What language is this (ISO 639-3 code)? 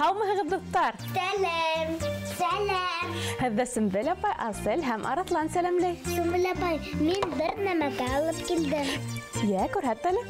bak